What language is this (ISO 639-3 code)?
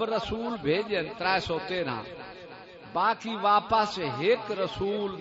skr